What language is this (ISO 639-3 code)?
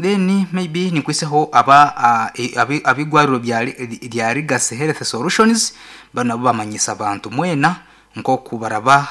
nyn